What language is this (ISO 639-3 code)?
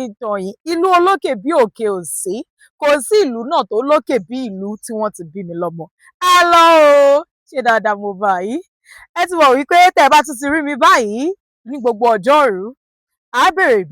yor